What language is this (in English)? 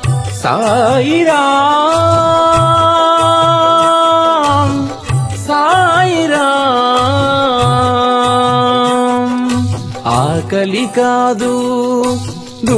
Telugu